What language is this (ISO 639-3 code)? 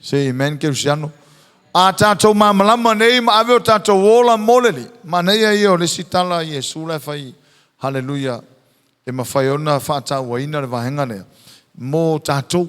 smo